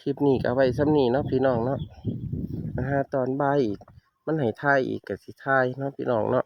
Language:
Northeastern Thai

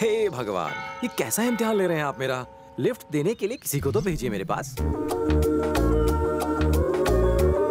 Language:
Hindi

